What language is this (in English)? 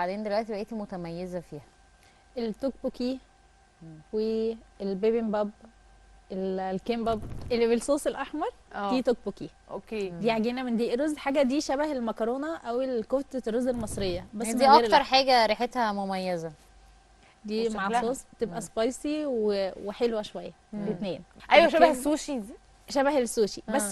Egyptian Arabic